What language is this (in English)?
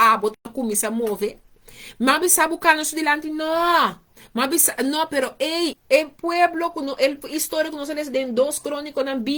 Papiamento